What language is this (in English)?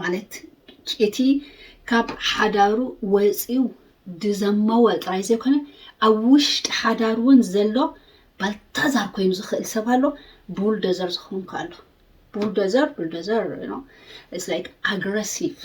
Tigrinya